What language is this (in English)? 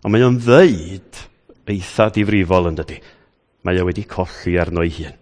Welsh